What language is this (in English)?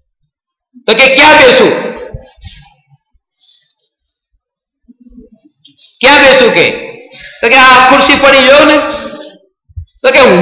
Gujarati